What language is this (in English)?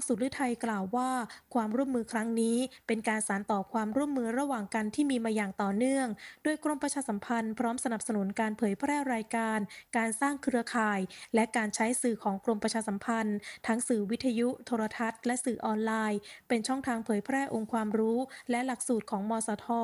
Thai